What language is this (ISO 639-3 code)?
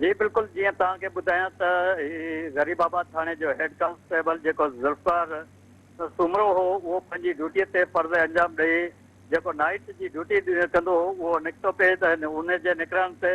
snd